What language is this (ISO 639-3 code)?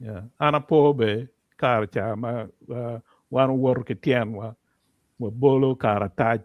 ach